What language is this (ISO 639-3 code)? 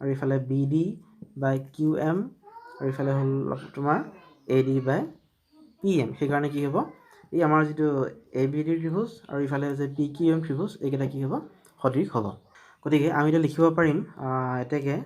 asm